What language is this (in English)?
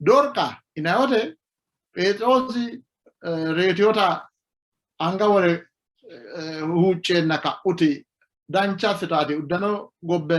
Sidamo